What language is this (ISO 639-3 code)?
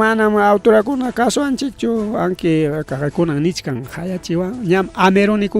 quy